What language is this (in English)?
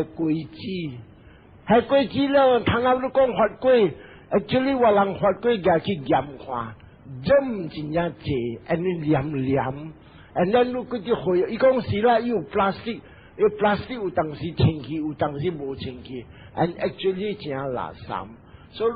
Min Nan Chinese